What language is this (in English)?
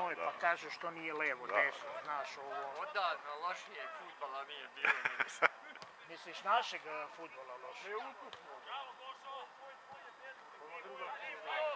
Serbian